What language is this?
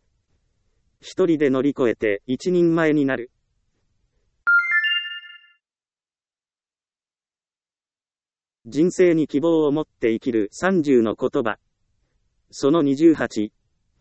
Japanese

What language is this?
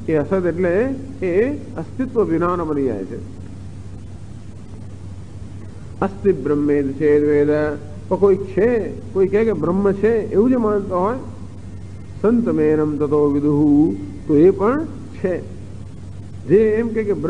Gujarati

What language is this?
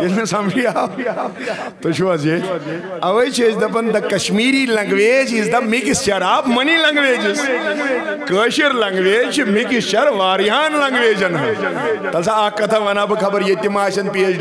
Kashmiri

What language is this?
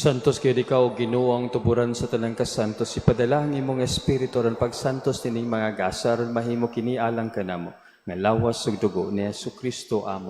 Cebuano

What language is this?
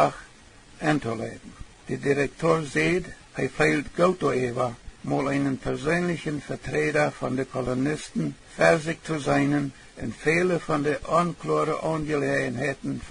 Plautdietsch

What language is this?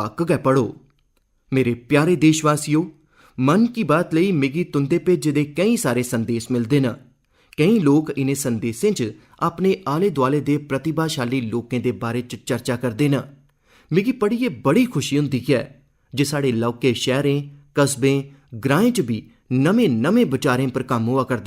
Dogri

